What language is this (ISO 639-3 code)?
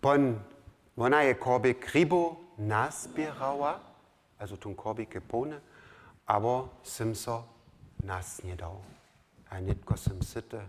hsb